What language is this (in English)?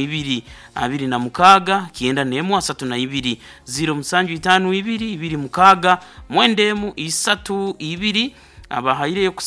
Nyankole